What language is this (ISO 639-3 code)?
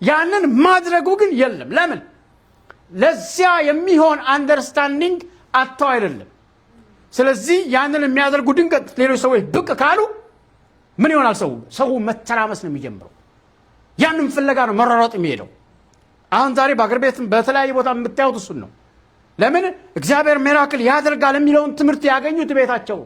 amh